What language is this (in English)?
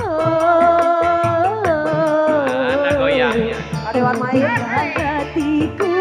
Betawi